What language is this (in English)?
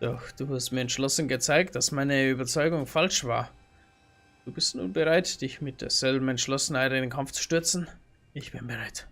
Bavarian